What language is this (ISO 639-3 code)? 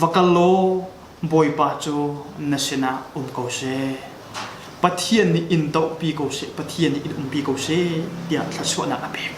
cnh